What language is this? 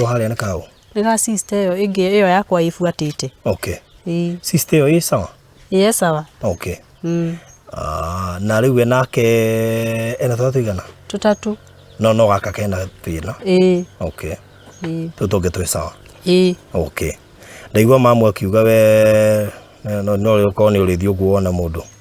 Kikuyu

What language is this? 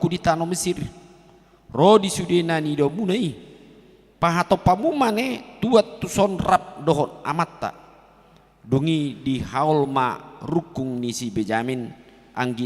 Batak Toba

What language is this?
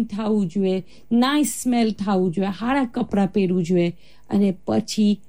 Gujarati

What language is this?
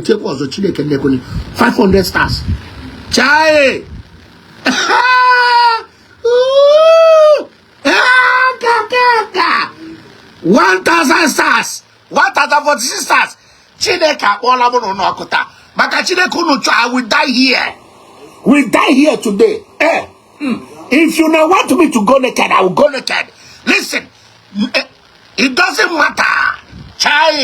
Igbo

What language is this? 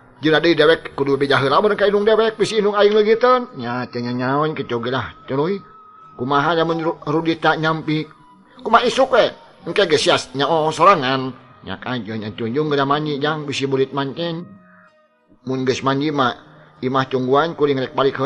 Sundanese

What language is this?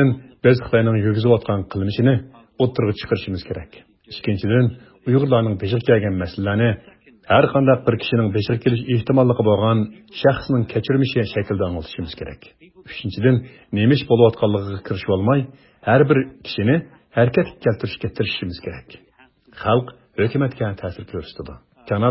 Uyghur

